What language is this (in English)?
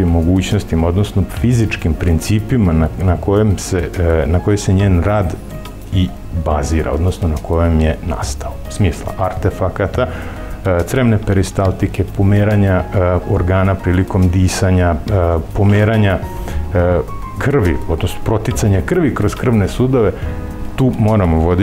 Serbian